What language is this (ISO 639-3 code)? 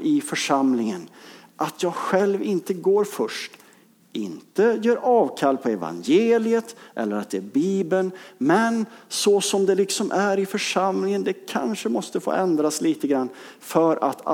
swe